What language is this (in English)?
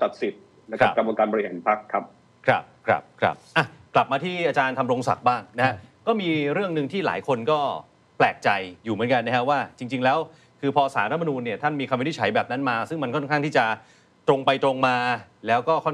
Thai